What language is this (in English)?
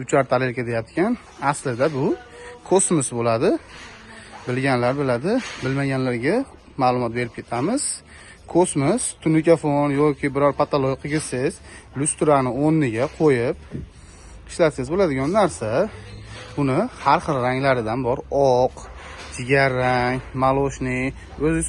Uzbek